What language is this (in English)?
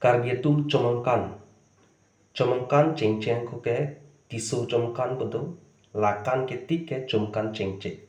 Karbi